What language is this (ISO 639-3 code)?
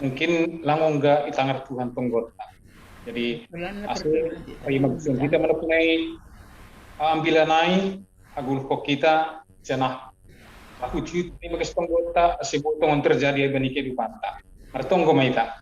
bts